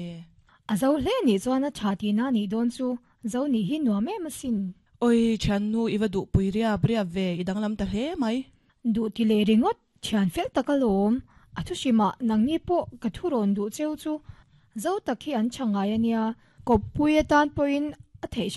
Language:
Mizo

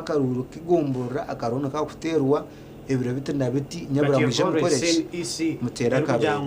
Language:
Nyankole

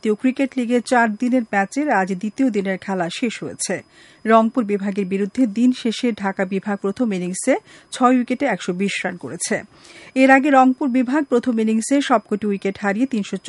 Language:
Bangla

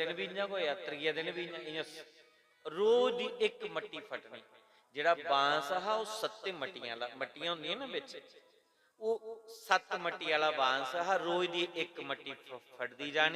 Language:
Dogri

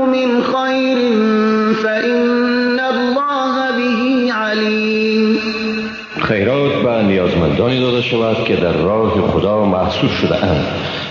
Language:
Persian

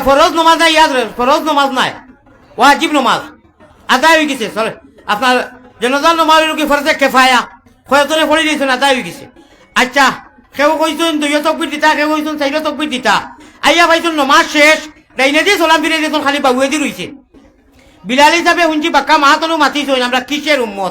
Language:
Sylheti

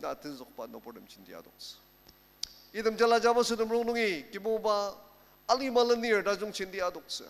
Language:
Ao Naga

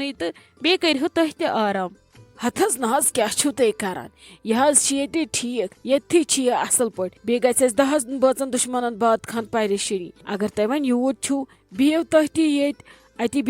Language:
Kashmiri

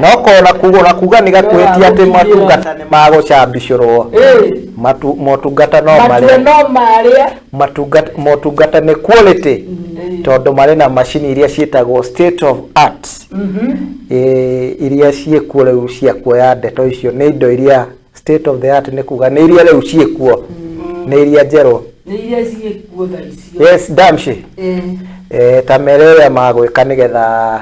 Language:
Kikuyu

